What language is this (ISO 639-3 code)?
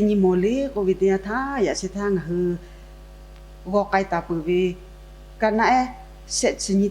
lhu